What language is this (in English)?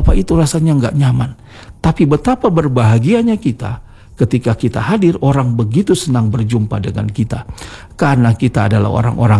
Indonesian